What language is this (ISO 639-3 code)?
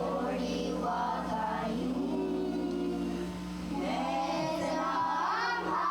moh